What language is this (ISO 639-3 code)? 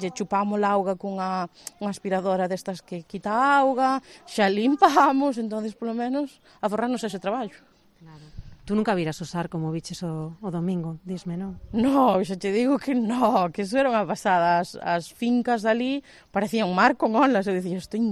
glg